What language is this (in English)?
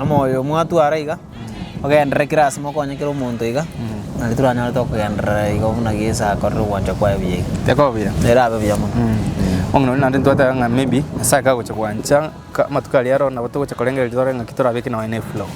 Gusii